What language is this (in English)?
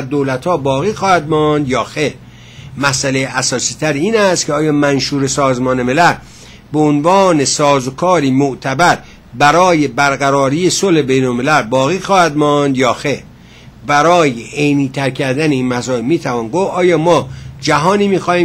Persian